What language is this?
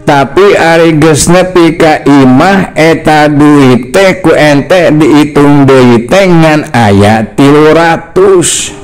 Sundanese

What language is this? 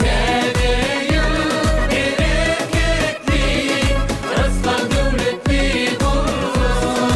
Turkmen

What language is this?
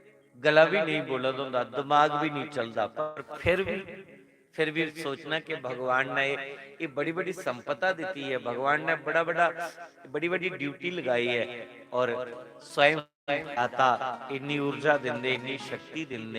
Dogri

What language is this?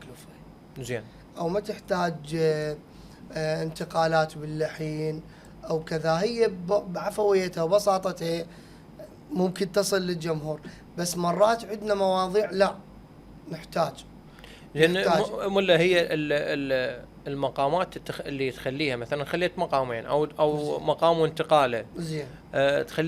Mesopotamian Arabic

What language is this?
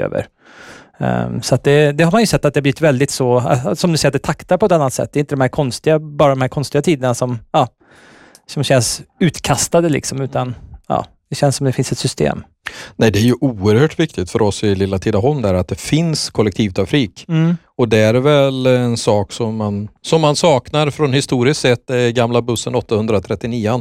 Swedish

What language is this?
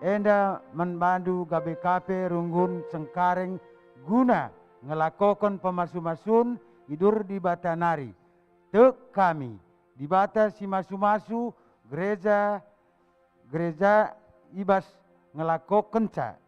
Batak Karo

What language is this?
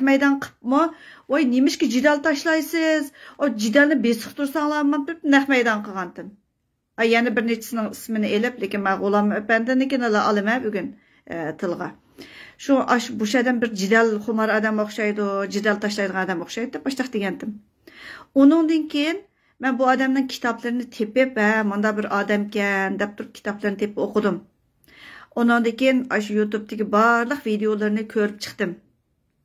Uyghur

